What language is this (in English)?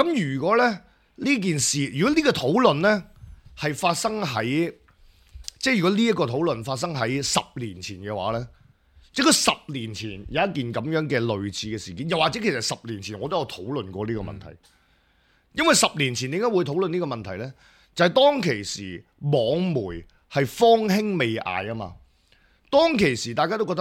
Cantonese